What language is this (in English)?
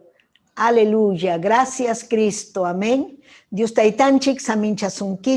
Ayacucho Quechua